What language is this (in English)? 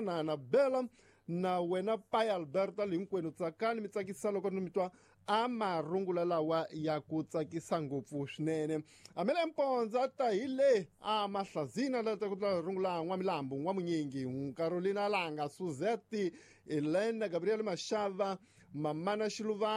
Tsonga